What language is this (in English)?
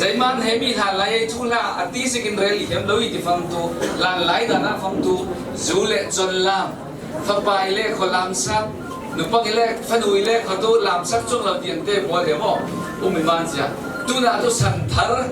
Falam Chin